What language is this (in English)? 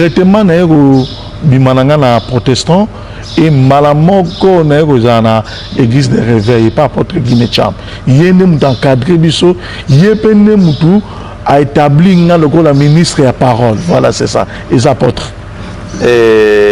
Lingala